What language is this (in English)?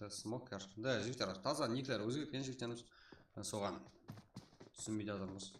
Kara-Kalpak